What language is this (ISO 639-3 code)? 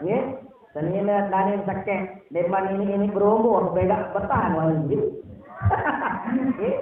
sas